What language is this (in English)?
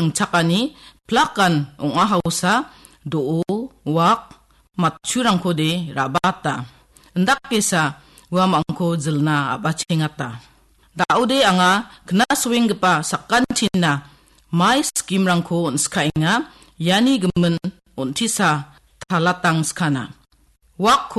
Garo